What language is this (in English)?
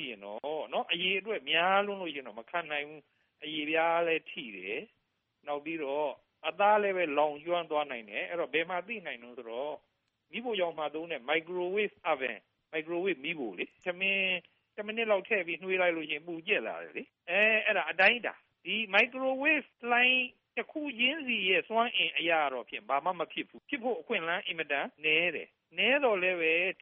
Burmese